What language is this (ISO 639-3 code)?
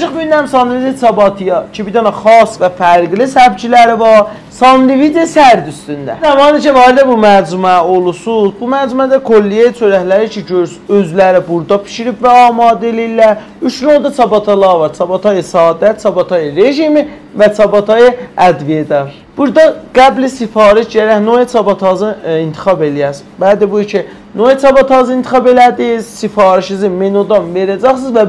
azb